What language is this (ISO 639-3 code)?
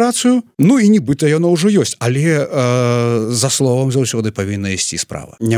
bel